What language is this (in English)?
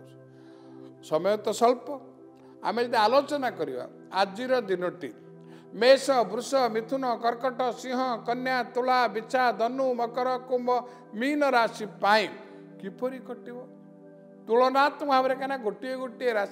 Odia